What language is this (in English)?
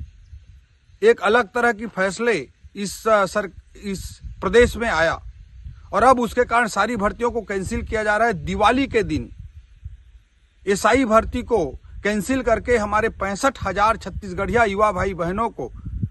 Hindi